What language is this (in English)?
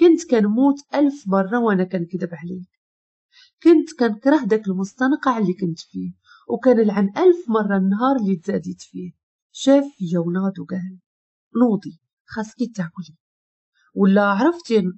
Moroccan Arabic